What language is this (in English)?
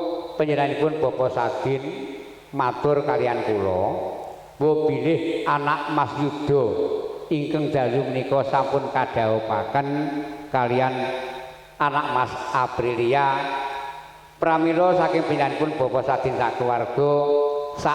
Javanese